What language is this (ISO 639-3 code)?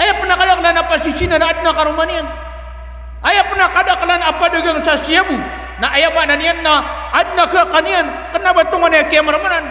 mrw